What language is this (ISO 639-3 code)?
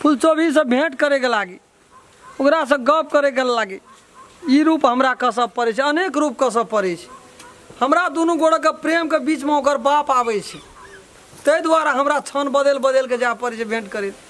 mai